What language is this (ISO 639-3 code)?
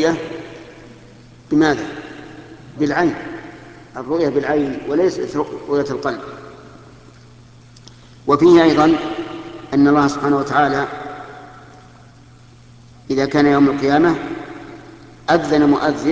ara